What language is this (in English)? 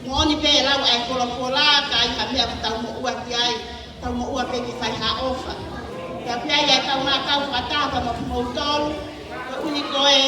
Tongan